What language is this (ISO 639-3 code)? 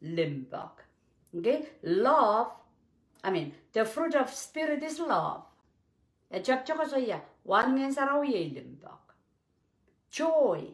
pon